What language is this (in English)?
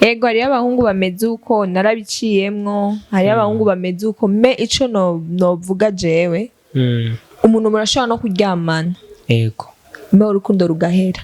Rundi